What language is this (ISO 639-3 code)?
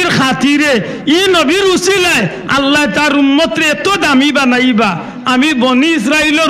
syl